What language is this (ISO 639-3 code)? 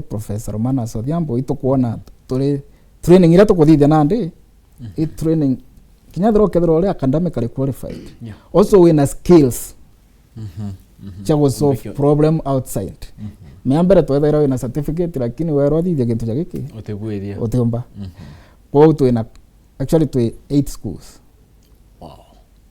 mer